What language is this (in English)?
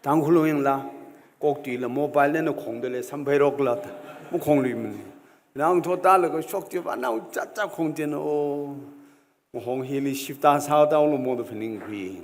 Tangkhul Naga (India)